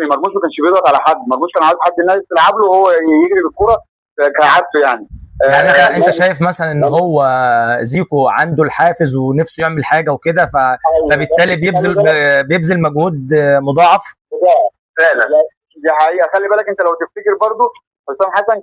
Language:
Egyptian Arabic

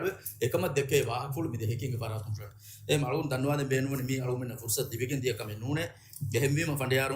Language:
Divehi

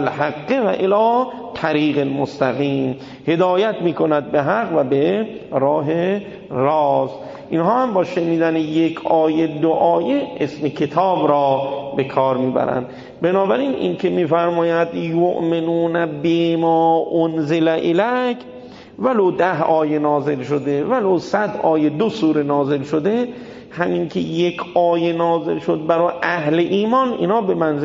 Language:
Persian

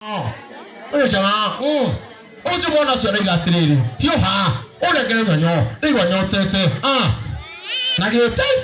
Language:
Kikuyu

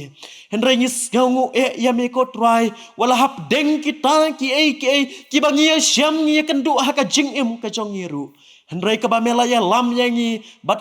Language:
Khasi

